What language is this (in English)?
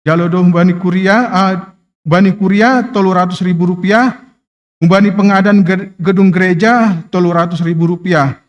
Batak Simalungun